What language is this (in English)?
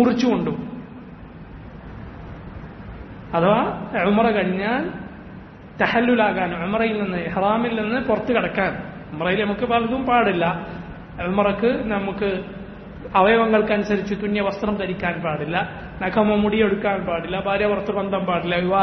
Malayalam